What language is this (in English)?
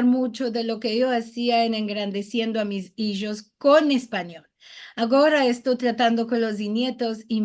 Ladino